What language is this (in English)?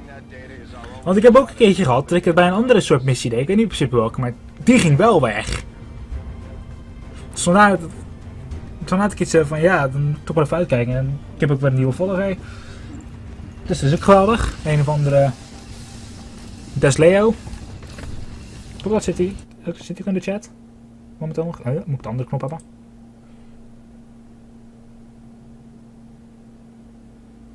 Dutch